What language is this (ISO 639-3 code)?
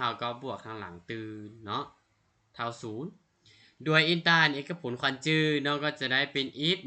lao